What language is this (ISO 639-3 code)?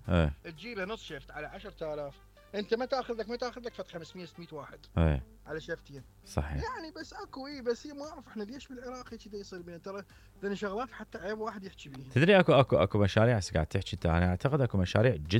acm